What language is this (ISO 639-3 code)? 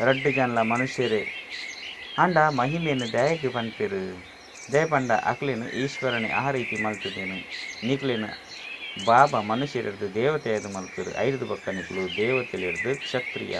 tcy